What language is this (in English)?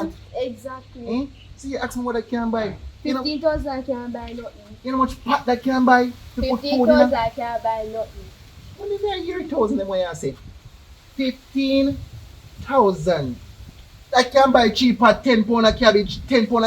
Jamaican Creole English